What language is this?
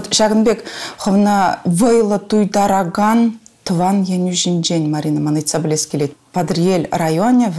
Chuvash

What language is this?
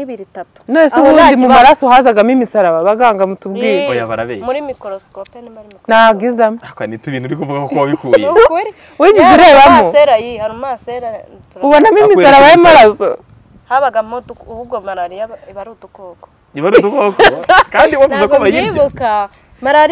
Kinyarwanda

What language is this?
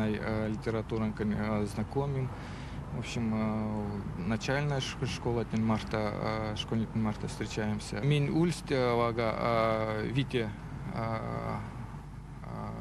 Erzya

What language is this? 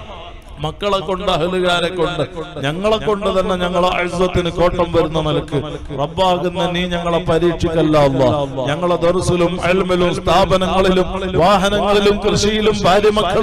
Malayalam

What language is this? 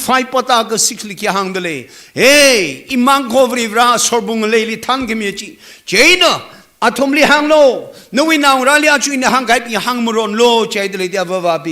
Tangkhul Naga (India)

